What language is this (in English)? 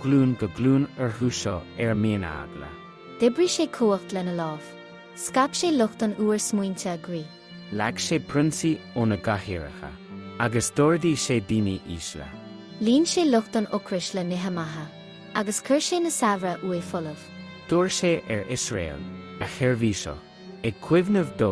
Irish